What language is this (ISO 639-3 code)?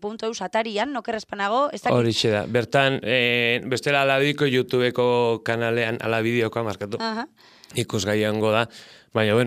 eus